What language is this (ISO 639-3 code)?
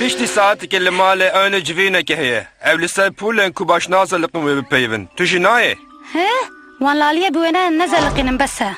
kur